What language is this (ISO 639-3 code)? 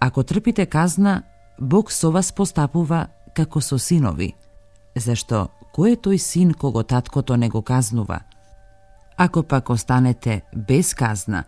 mkd